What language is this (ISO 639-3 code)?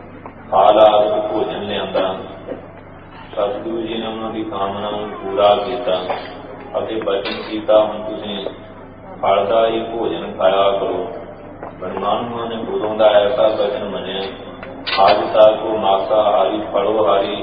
pan